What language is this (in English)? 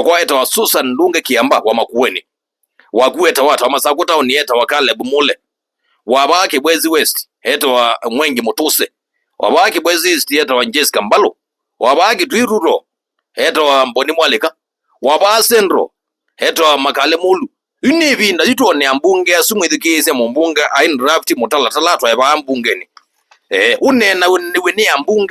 Kamba